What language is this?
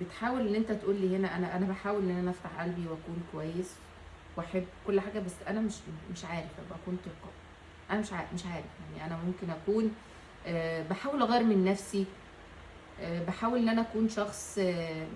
Egyptian Arabic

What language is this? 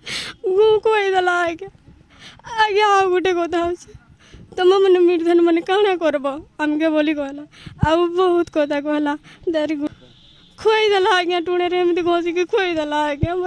Santali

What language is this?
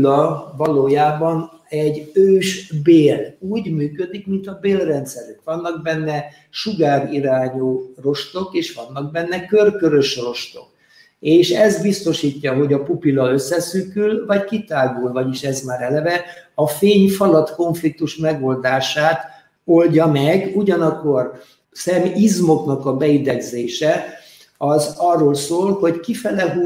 Hungarian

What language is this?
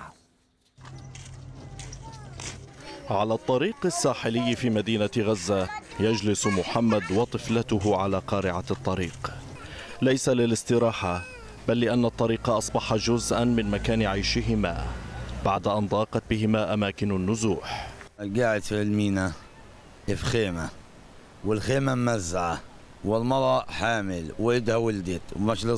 Arabic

